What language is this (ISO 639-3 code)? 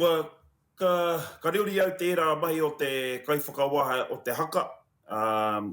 mri